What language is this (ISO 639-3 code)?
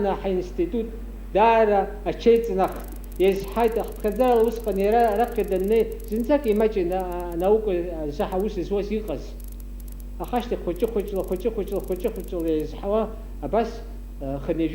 abk